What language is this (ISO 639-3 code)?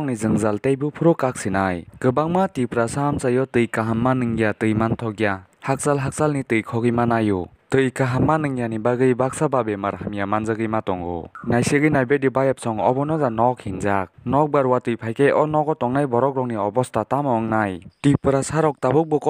trp